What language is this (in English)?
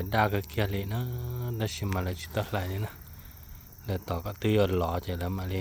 Hmong